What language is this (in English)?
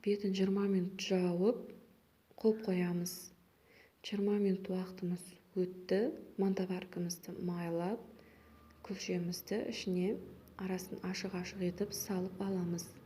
Kazakh